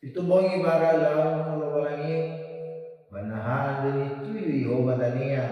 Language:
Nias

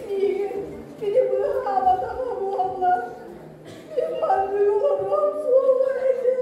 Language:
Yakut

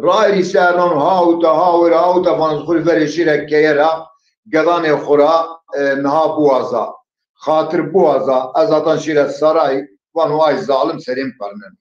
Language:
Zaza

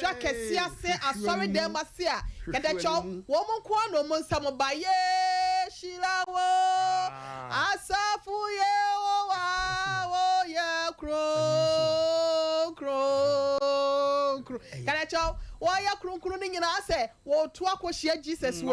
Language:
Akan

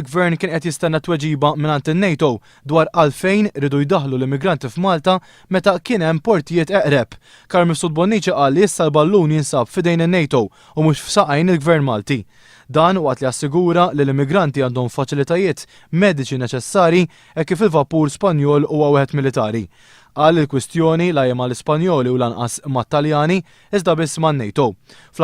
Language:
Maltese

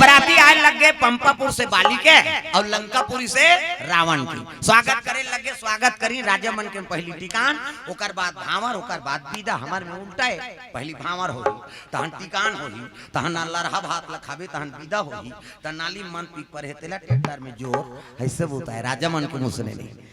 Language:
Chhattisgarhi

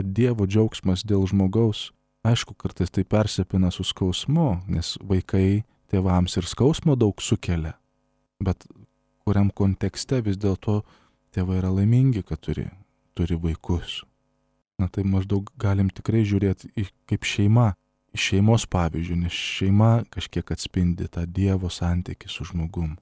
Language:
Lithuanian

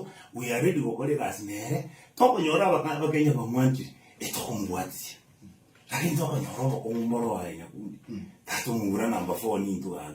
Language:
Gusii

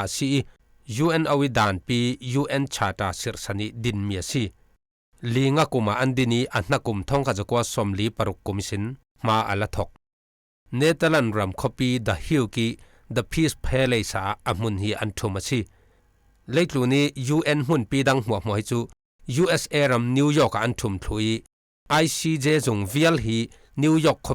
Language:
Falam Chin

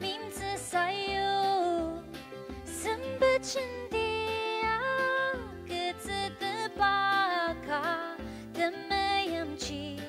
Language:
Ao Naga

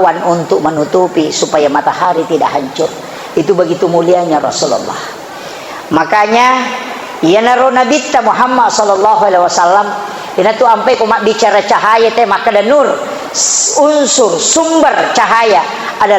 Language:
Buginese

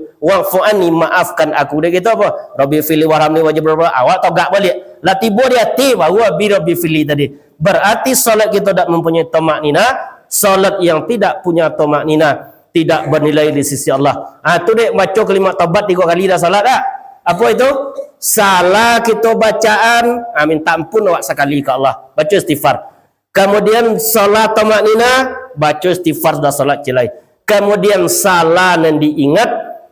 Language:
Minangkabau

